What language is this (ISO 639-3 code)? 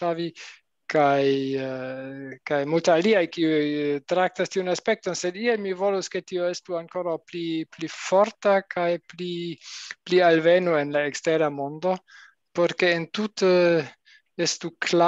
epo